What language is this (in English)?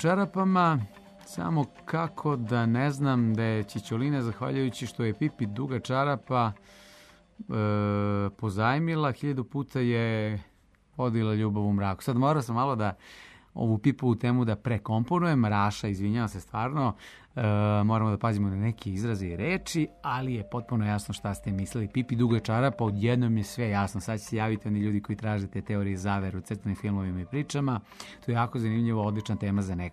Serbian